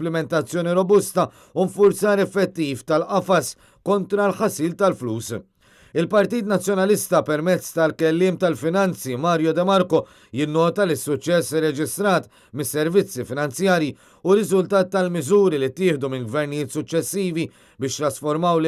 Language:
Maltese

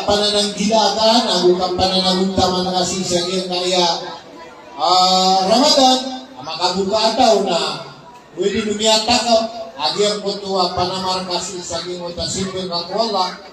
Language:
Maranao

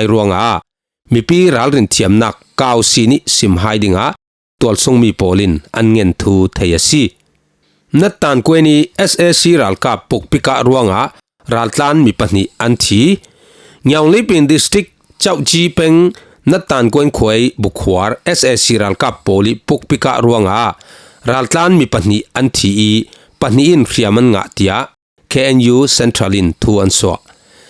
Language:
Falam Chin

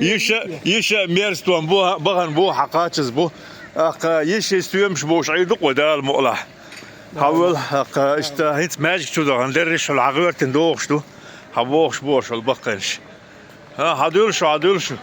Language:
Chechen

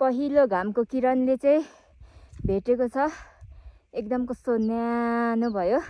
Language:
Nepali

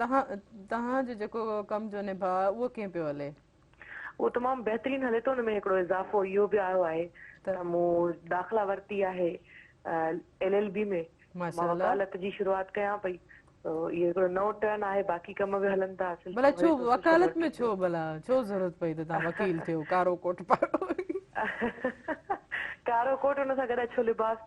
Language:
Sindhi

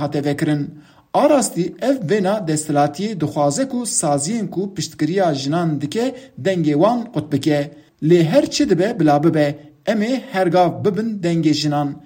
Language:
Kurdish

